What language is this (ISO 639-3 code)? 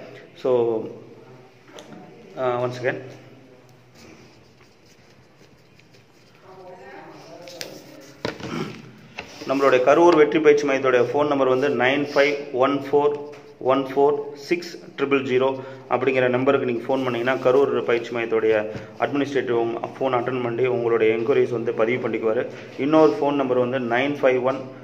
tam